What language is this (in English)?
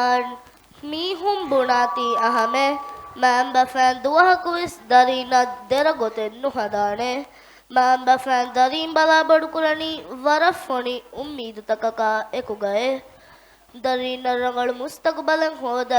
Divehi